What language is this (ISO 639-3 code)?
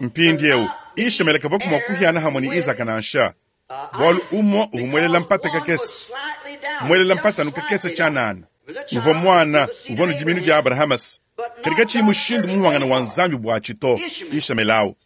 lua